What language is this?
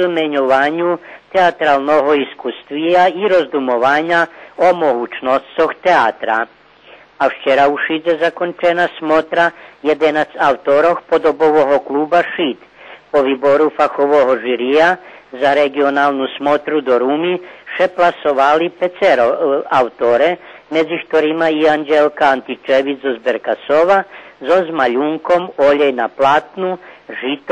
Rusyn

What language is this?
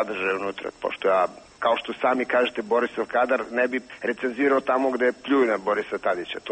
Serbian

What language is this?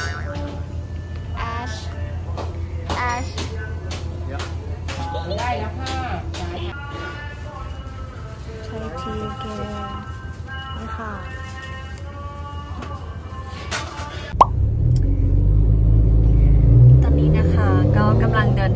Thai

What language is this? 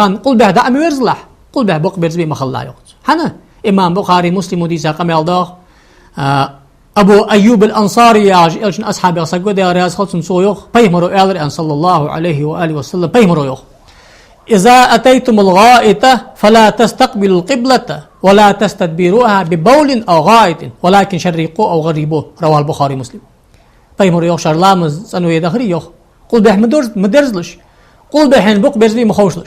Ingush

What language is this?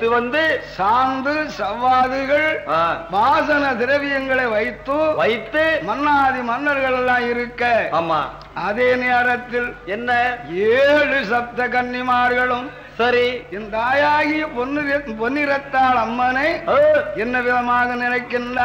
Tamil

